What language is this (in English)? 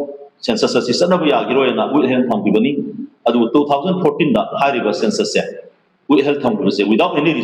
Manipuri